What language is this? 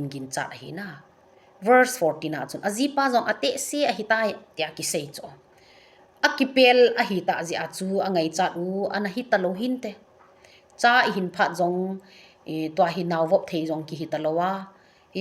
Thado Chin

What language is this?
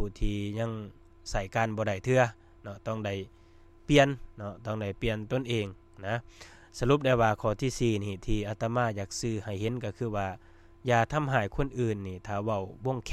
Lao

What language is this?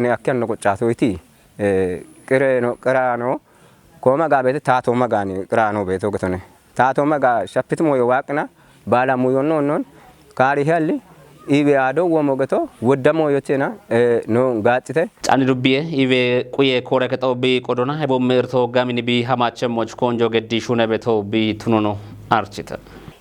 Kafa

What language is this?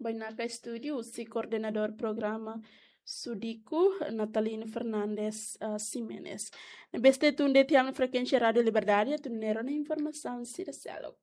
Tetum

